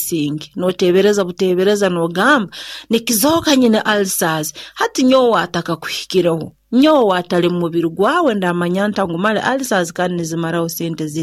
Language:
Nyoro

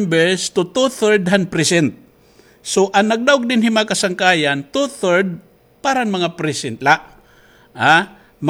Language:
Waray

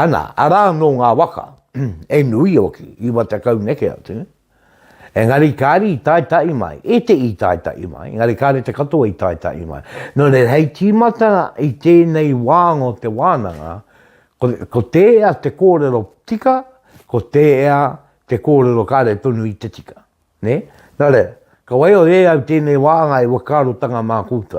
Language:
Māori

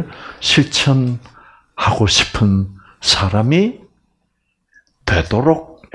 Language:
Korean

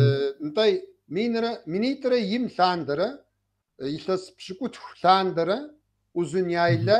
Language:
Kabardian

